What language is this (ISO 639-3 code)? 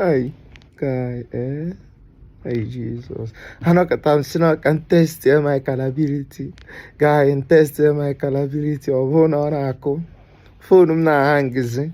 ibo